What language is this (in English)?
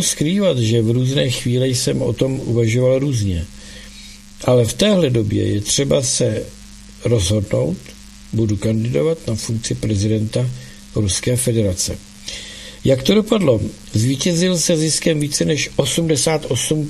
Czech